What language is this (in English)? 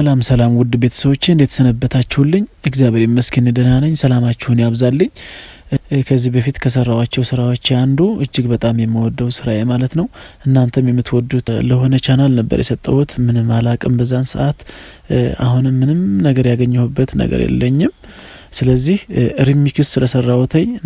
Amharic